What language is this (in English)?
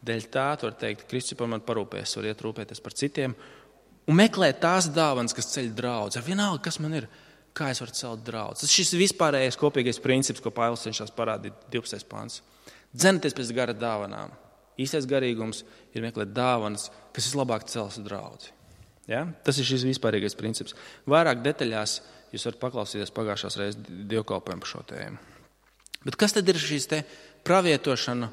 Latvian